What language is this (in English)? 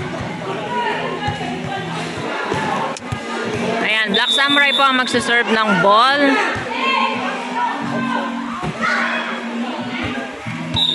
Filipino